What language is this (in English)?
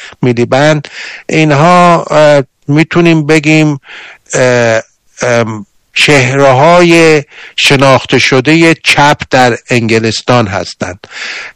Persian